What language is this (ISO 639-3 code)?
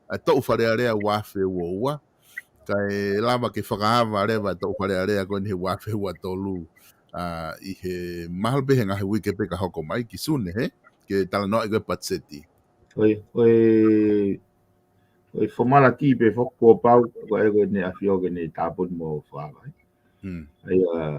ton